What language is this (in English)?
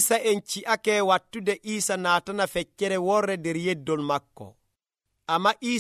Nigerian Fulfulde